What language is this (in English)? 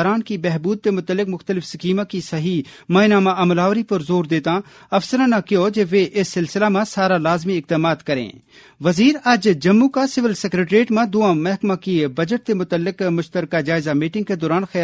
Gujari